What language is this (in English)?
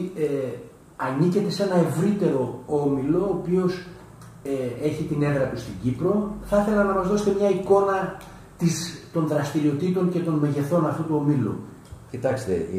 Greek